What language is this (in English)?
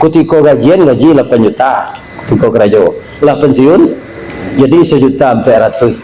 Minangkabau